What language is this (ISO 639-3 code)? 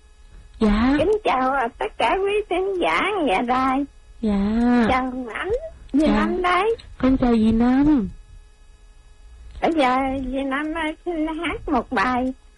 vie